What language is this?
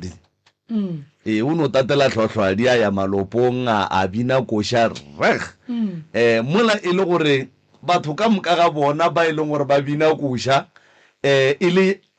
Northern Sotho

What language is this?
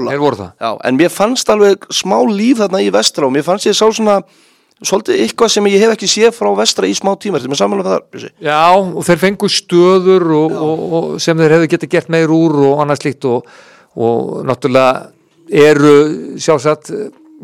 Icelandic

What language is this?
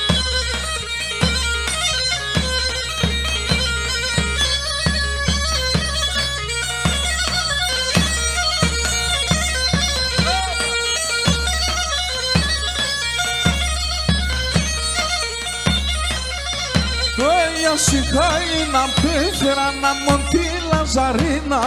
Greek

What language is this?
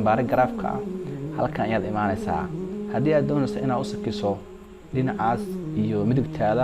Somali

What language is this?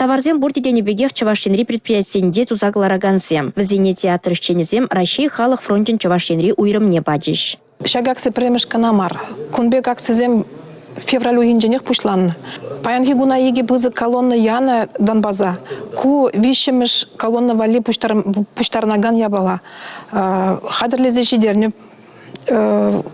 Chuvash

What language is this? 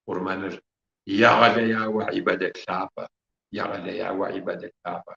Kabardian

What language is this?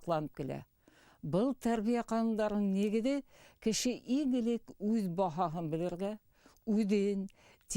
Bashkir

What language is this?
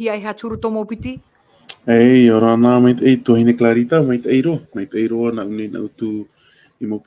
Tahitian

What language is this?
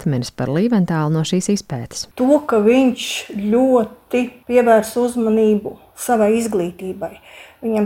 Latvian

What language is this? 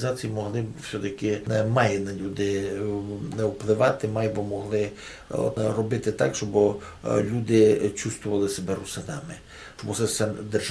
Rusyn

